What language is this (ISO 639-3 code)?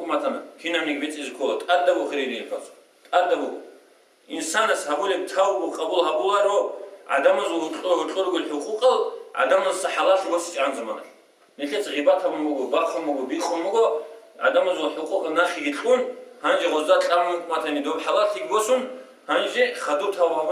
ava